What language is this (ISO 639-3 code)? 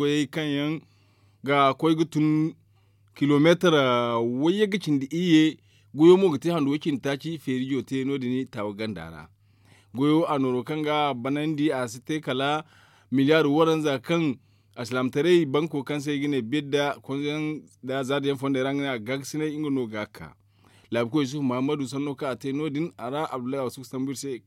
dje